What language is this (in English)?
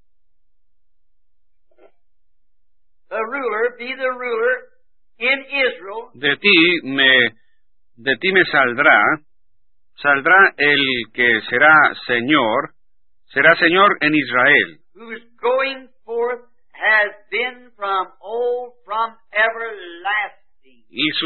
Spanish